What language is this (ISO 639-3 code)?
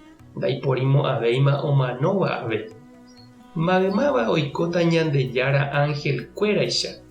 grn